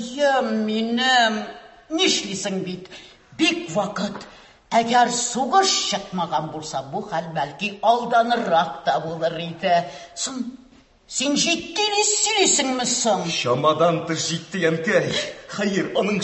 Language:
Tatar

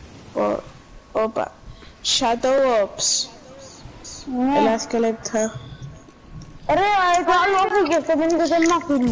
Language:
Greek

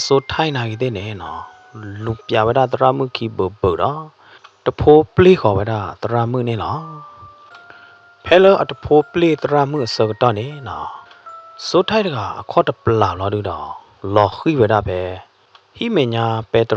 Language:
S'gaw Karen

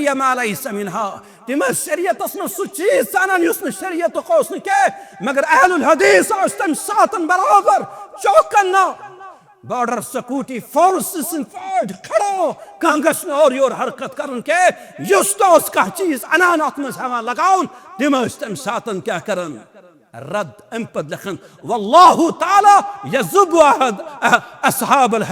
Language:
Kashmiri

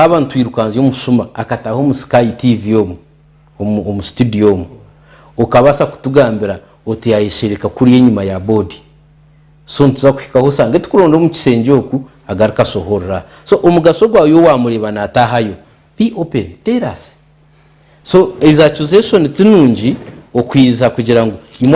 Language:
Nyankole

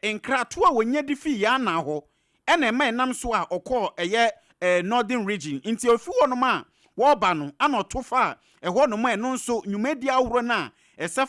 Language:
Akan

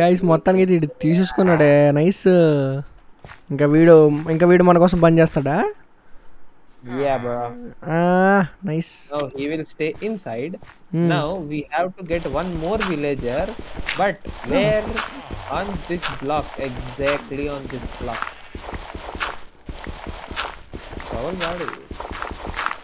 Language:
Telugu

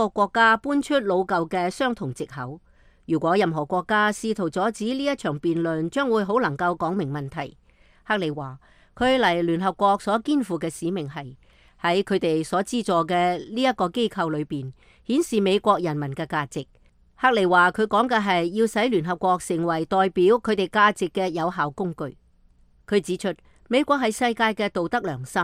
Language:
Cantonese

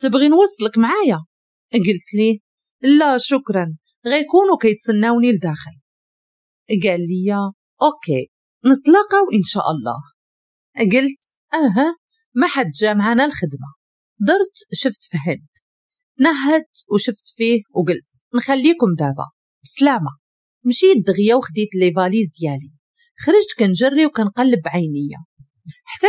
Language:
Moroccan Arabic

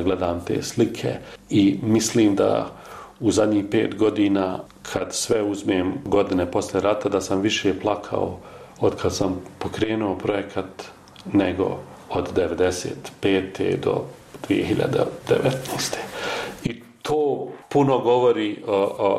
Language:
Bosnian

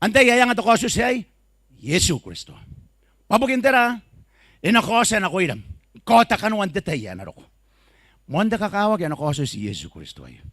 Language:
Gilbertese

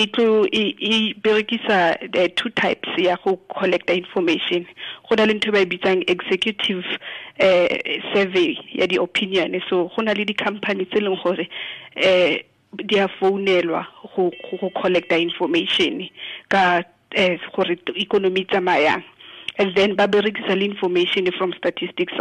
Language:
Tswana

